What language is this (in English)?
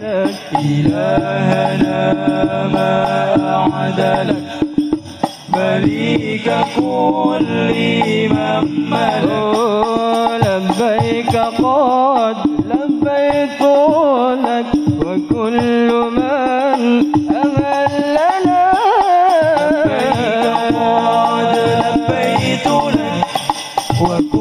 Arabic